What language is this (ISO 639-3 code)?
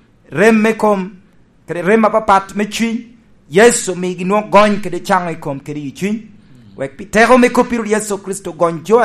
laj